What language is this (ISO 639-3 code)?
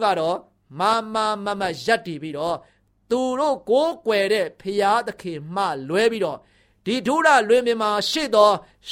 mya